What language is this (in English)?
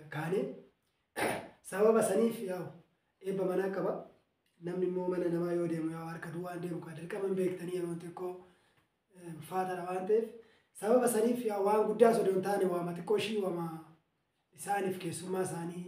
Oromo